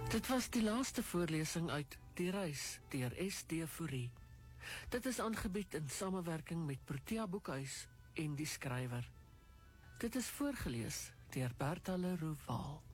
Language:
Afrikaans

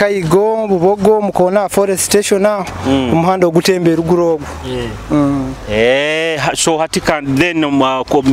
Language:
Nyoro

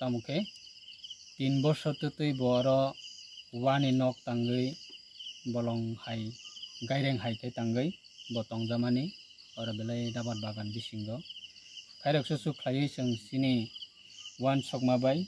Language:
Kok Borok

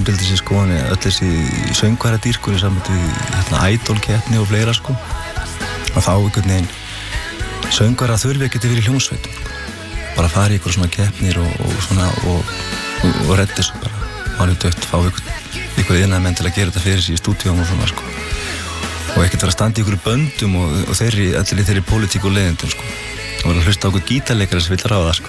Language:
Icelandic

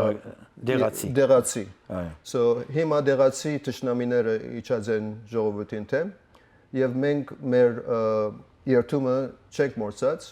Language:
Western Armenian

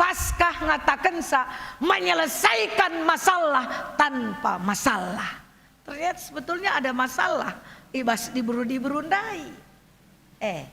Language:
Batak Karo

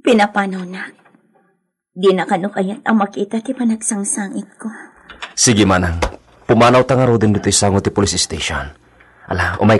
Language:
Iloko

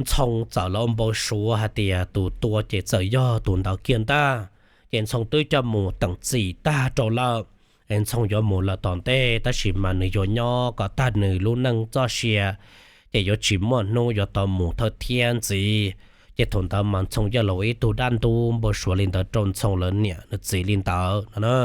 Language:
Hmong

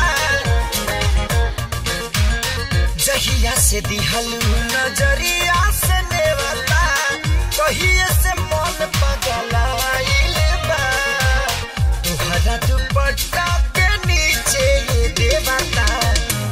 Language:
Bhojpuri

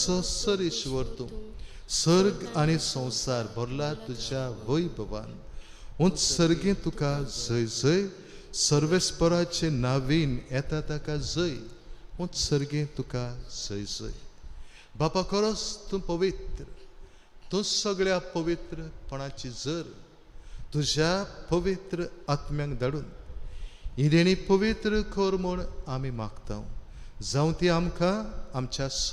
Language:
Konkani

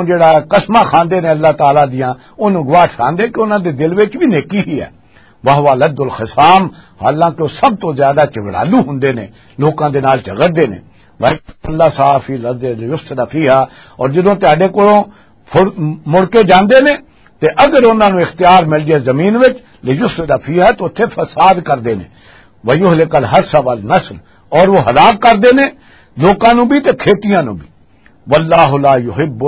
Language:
Western Panjabi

